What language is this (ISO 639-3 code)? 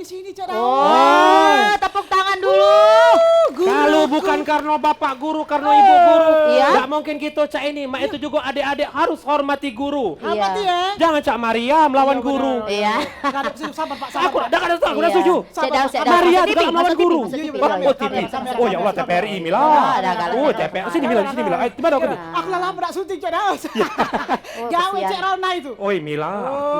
mui